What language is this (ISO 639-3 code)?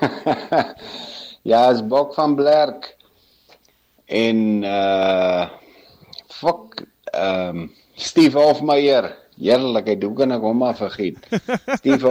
afr